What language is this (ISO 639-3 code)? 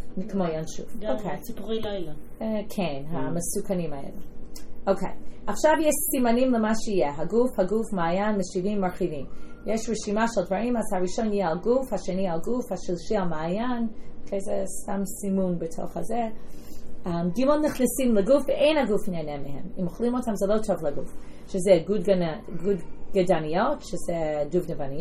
heb